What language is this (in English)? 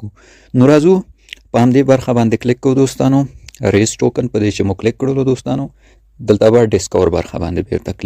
Pashto